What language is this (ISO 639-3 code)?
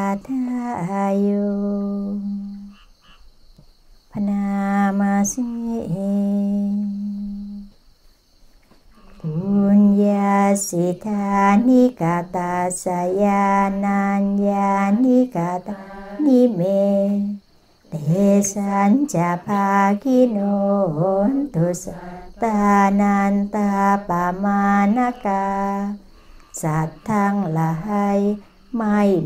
tha